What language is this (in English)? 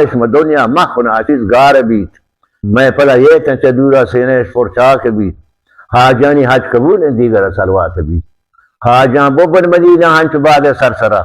Baluchi